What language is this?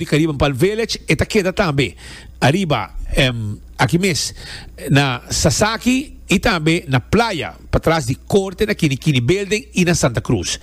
Papiamento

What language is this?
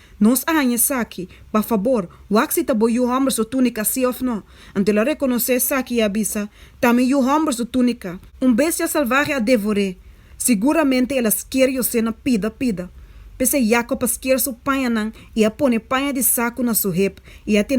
Papiamento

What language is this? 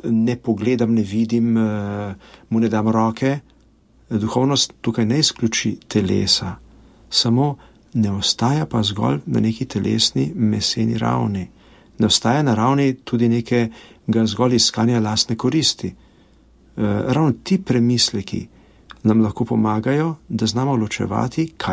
Slovenian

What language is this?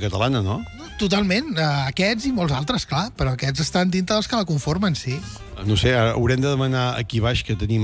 Catalan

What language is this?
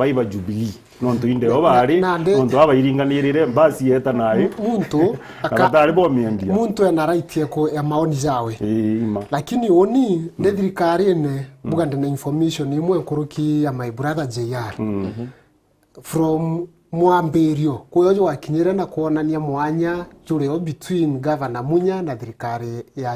Meru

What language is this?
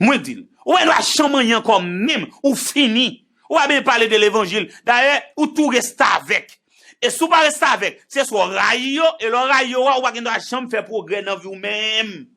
Haitian Creole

